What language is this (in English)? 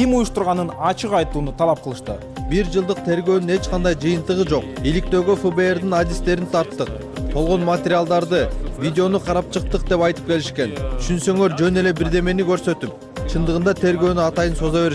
Kyrgyz